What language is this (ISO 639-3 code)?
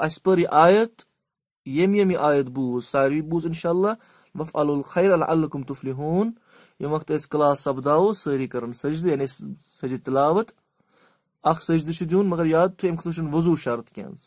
kas